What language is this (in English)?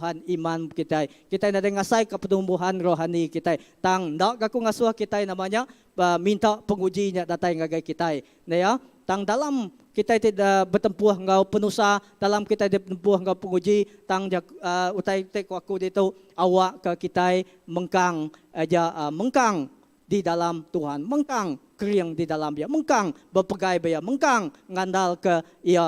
Iban